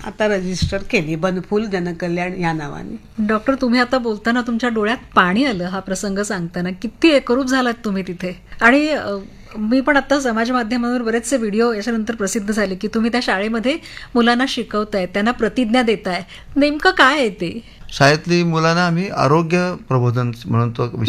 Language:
Marathi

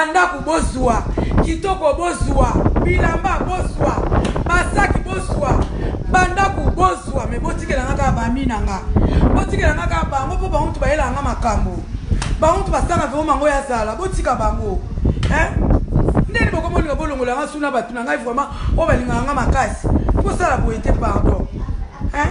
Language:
Lingala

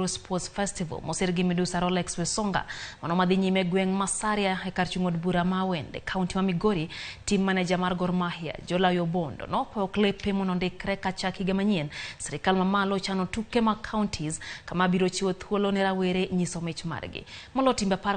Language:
Luo (Kenya and Tanzania)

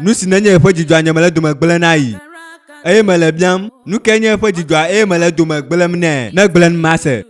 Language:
Ewe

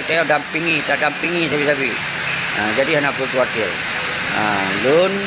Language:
Achinese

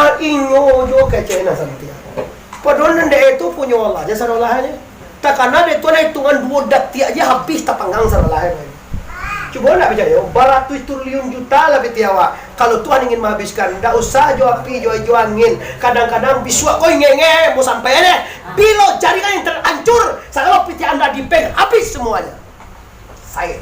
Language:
Minangkabau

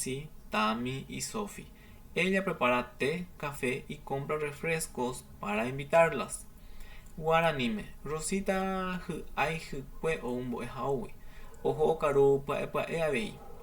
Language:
Guarani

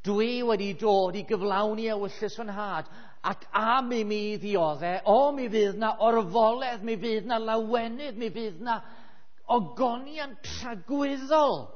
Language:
Welsh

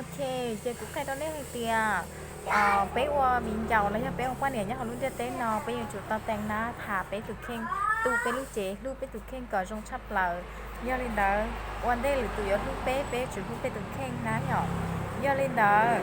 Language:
Hmong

